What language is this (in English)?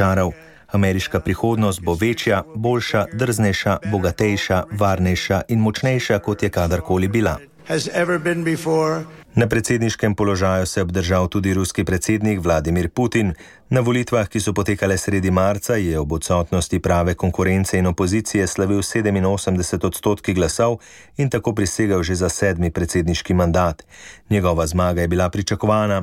Slovenian